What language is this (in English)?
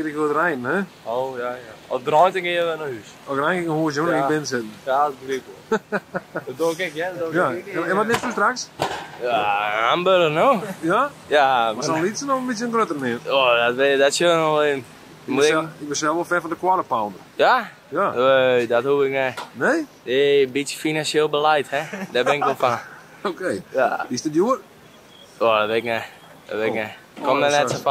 Western Frisian